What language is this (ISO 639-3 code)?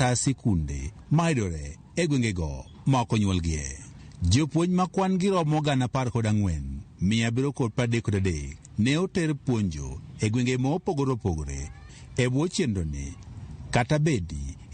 luo